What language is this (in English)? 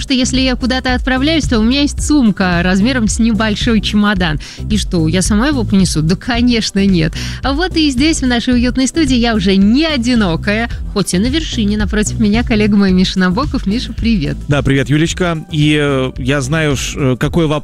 Russian